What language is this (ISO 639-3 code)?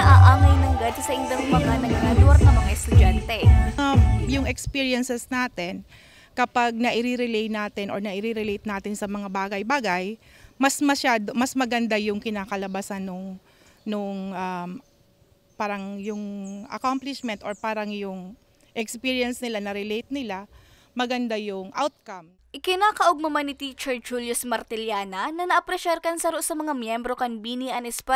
bik